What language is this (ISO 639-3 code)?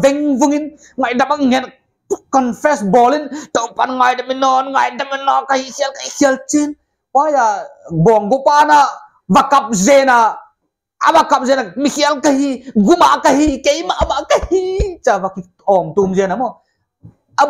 pck